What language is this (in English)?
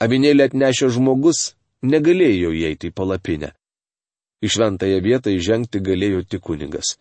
Lithuanian